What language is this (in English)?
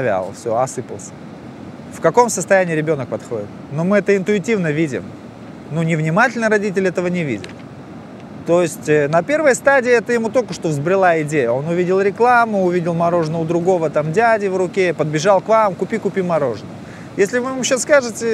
Russian